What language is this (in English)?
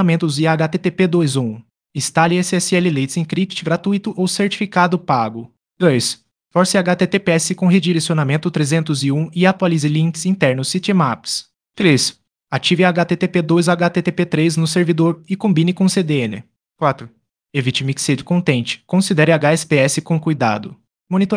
Portuguese